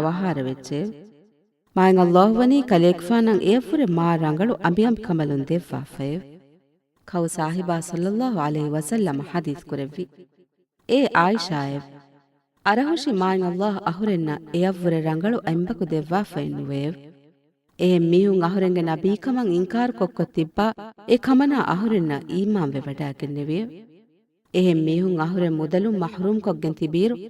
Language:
Divehi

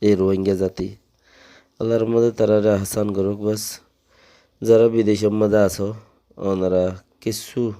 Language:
Rohingya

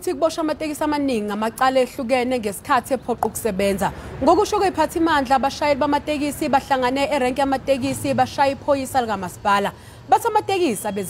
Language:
Zulu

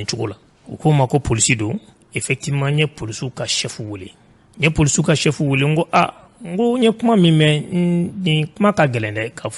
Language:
Bambara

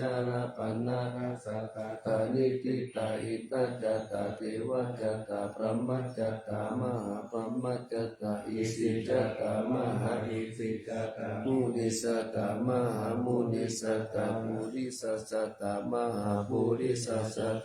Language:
Pali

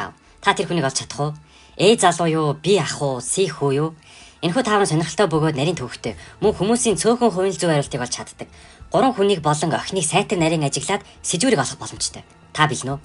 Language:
Mongolian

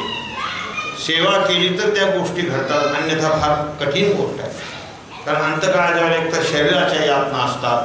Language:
Marathi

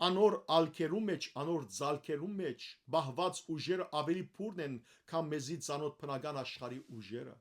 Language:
Western Armenian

